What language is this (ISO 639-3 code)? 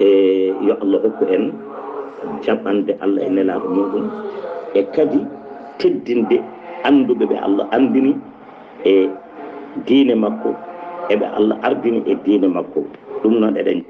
ful